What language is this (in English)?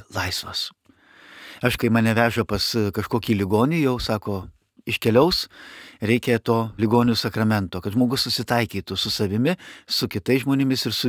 Lithuanian